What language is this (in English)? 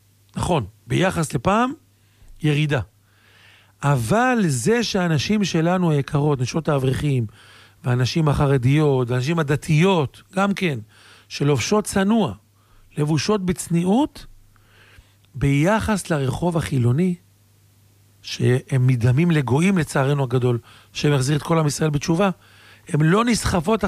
Hebrew